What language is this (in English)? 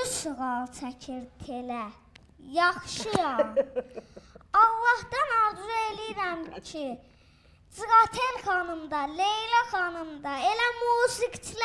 Azerbaijani